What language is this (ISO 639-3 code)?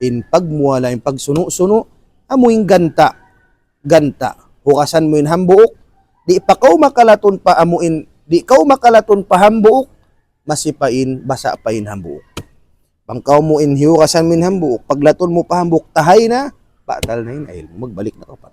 tsg